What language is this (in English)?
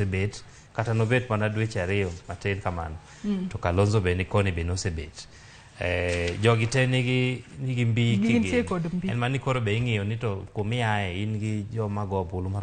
Luo (Kenya and Tanzania)